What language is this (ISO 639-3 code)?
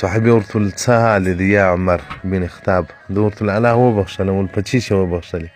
pus